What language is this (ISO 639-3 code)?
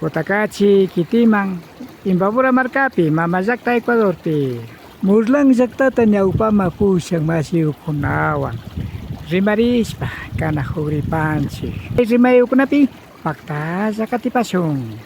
qvi